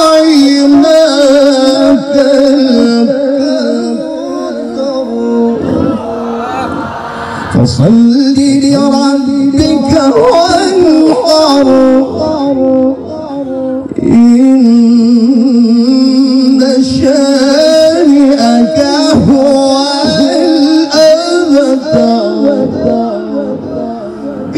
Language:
Arabic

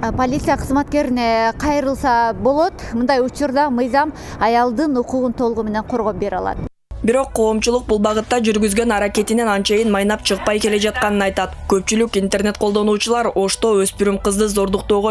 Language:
Kyrgyz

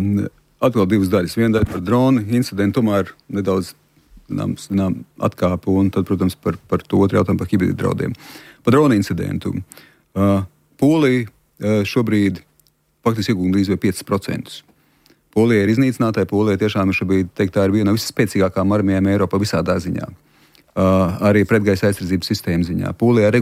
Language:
Latvian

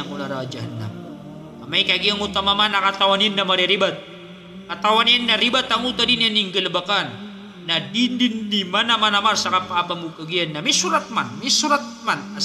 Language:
Maranao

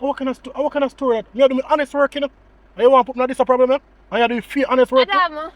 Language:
Jamaican Creole English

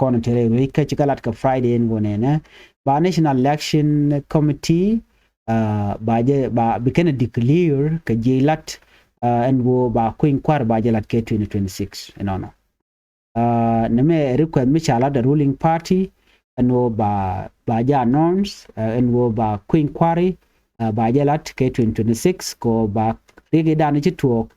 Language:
Nuer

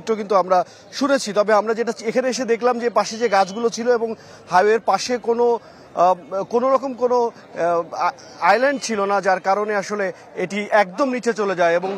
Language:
Bangla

